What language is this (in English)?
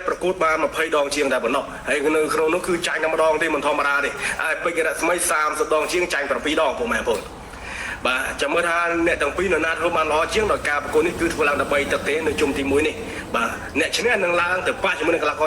Khmer